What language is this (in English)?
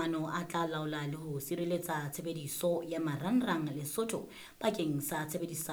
Southern Sotho